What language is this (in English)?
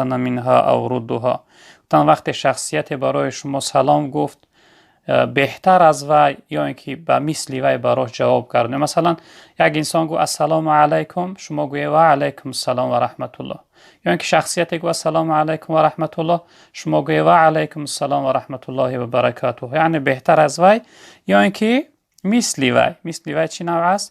Tajik